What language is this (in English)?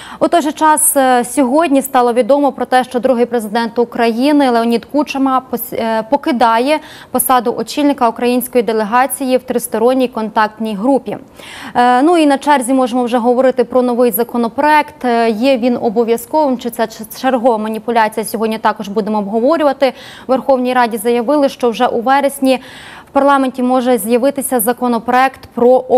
Ukrainian